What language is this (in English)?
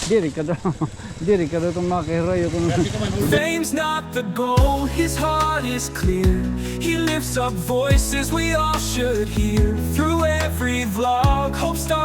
Waray